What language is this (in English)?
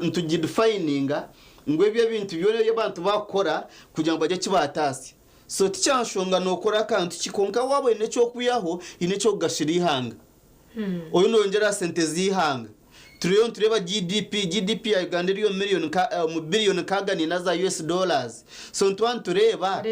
Nyankole